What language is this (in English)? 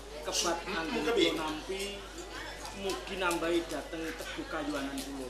Javanese